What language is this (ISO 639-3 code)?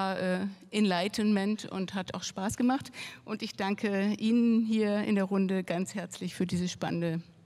deu